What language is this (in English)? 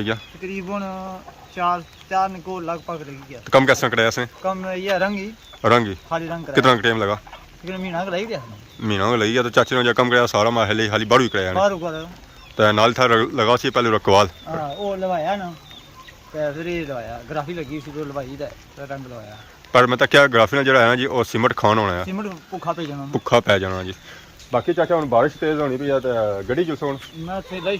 Pahari-Potwari